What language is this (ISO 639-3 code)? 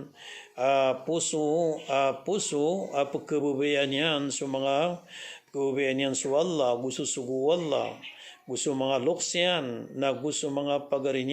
mrw